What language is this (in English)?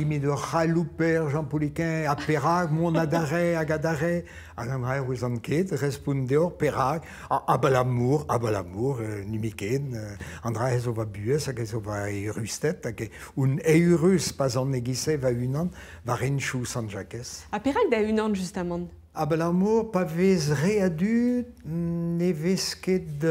Breton